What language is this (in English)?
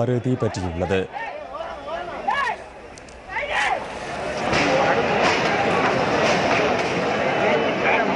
Tamil